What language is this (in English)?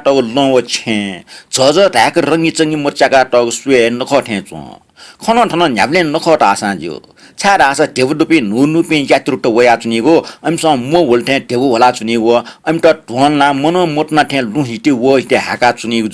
Newari